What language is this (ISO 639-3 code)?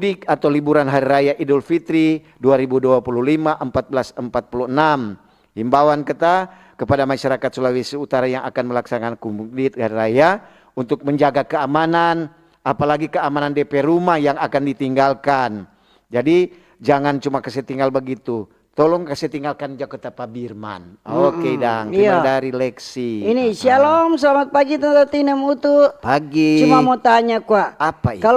xmm